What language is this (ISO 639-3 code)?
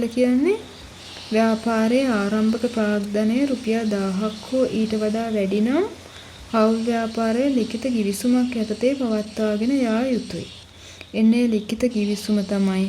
sin